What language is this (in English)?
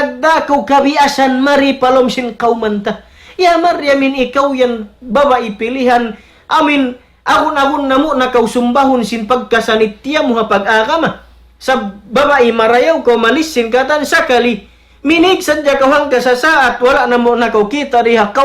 Tausug